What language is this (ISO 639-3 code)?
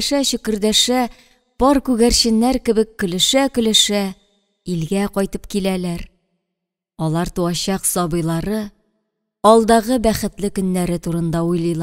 tat